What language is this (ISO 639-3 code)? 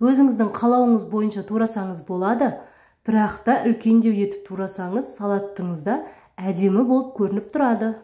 kaz